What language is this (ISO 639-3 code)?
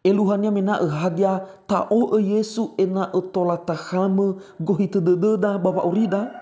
nia